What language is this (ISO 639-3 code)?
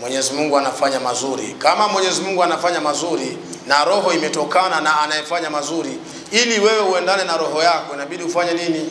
swa